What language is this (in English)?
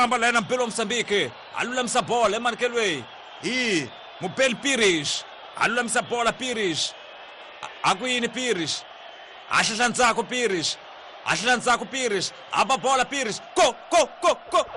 Tsonga